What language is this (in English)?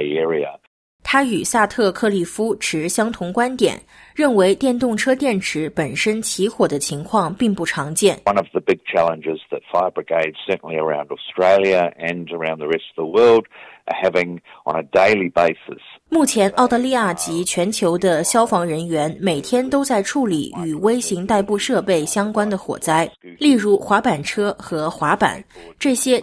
Chinese